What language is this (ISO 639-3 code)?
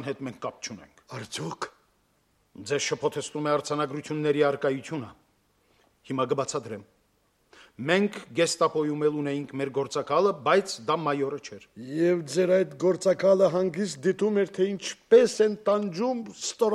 hye